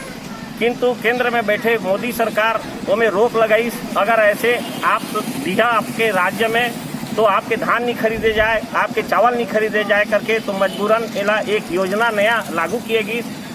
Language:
Chhattisgarhi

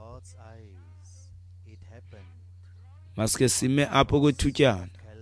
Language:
Xhosa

